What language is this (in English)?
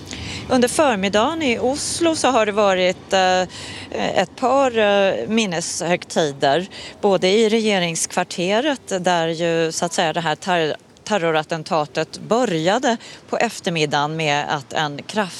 Swedish